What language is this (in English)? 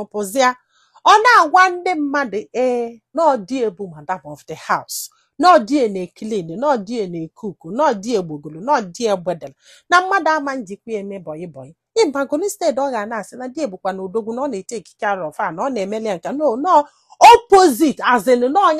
Igbo